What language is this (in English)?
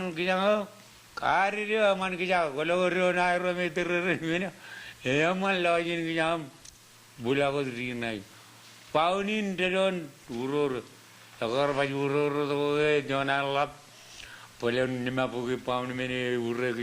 Marshallese